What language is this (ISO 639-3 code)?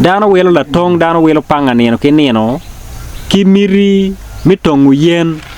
ach